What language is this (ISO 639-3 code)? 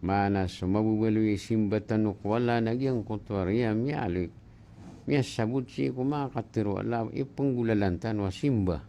mrw